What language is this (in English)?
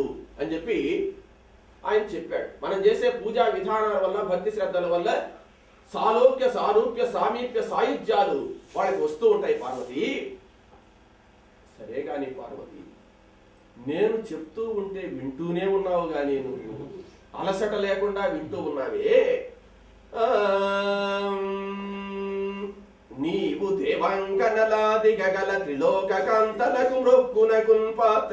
Telugu